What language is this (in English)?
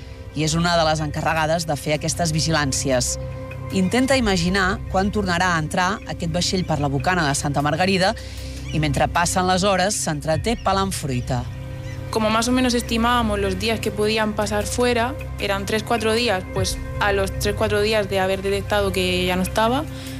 Catalan